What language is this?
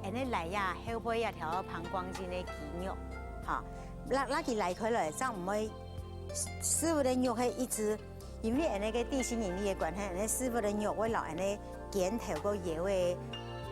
Hakka Chinese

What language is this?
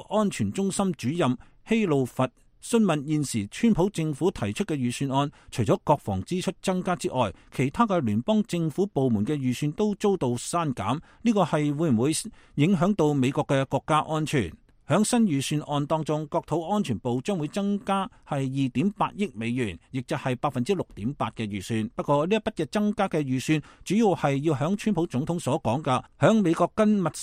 Cantonese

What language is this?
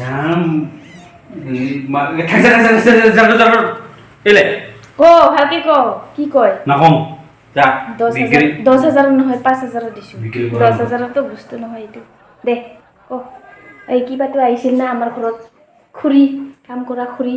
Assamese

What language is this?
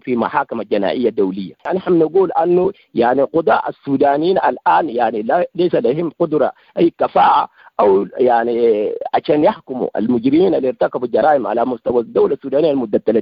Sudanese Arabic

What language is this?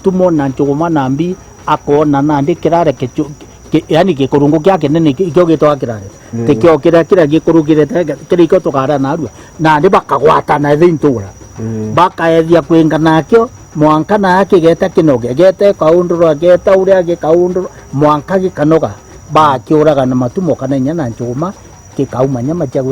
Meru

